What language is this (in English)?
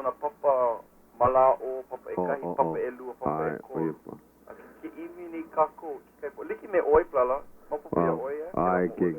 Hawaiian